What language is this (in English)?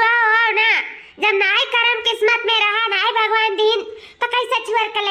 Awadhi